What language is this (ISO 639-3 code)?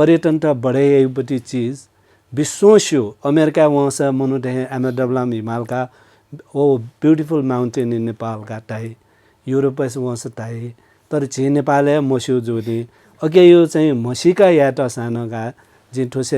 new